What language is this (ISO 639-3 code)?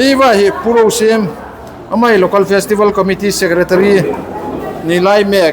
hmr